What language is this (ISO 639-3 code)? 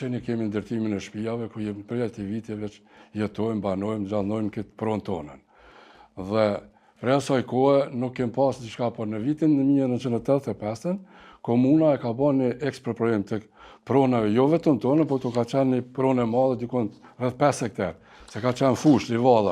sqi